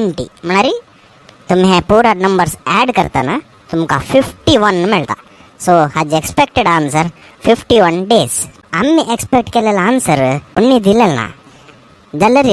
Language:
Konkani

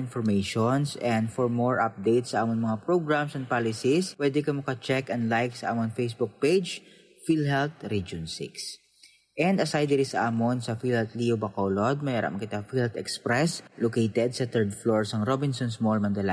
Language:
Hiligaynon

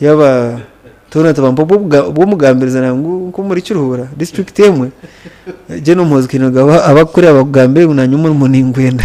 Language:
Nyankole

